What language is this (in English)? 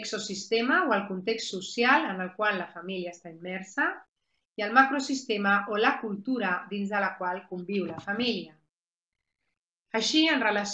Catalan